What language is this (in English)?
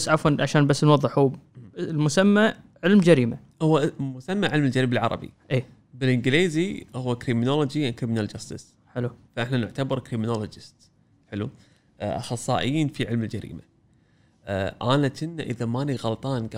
Gulf Arabic